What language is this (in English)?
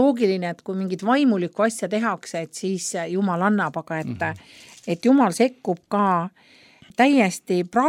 Estonian